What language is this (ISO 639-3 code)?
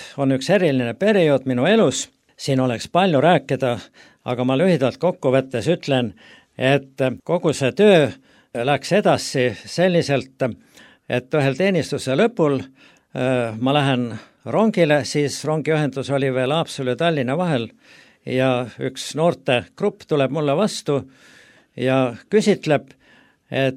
est